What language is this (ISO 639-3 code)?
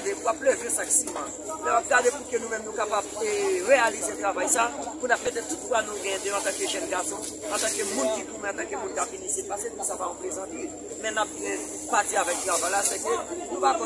hat